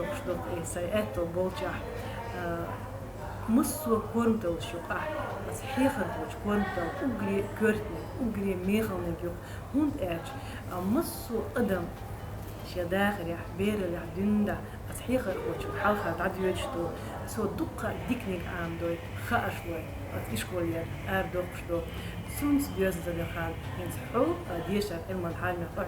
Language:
Chechen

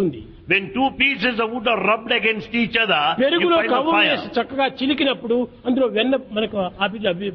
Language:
Telugu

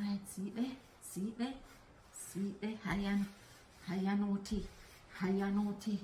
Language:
Jamaican Creole English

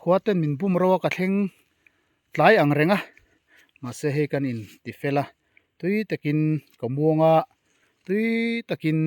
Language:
Mizo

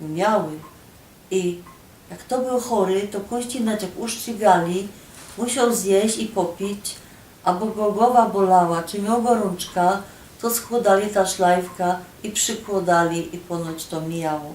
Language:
Silesian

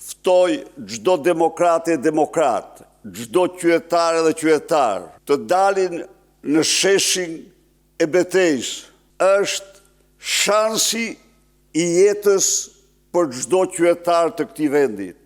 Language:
Albanian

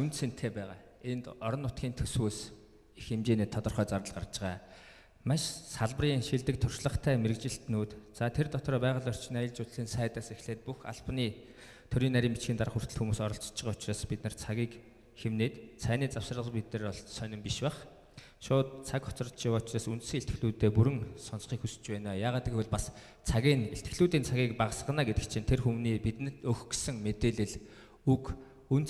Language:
Mongolian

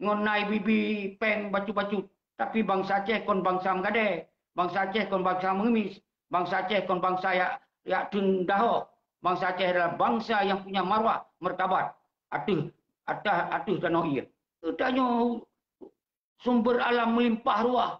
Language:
Achinese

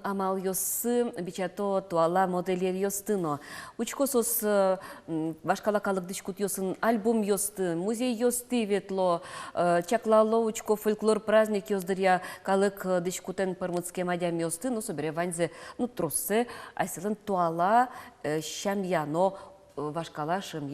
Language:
Udmurt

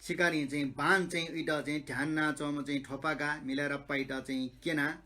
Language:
Newari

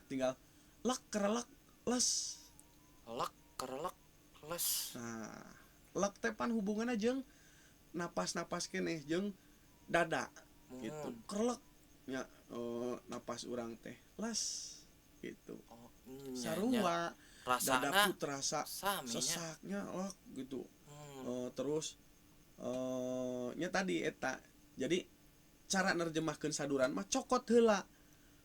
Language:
Sundanese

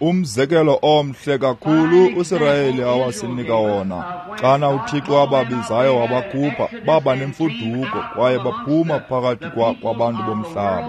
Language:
Xhosa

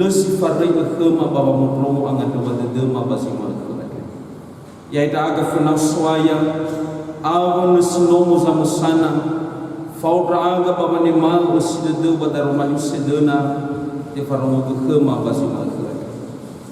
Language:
Nias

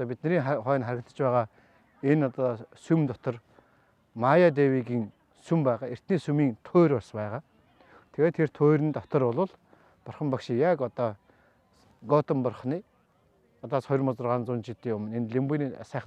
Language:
Mongolian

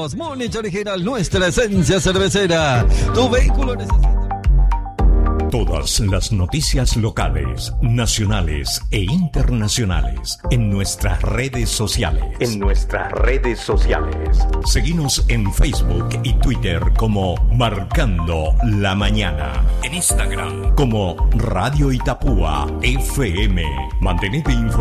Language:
Spanish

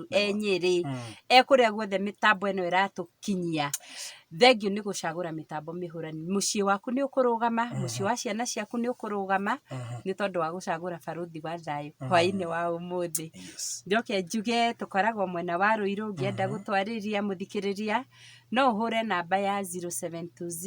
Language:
Kikuyu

